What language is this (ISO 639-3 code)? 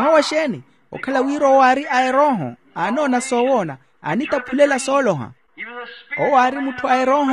vmw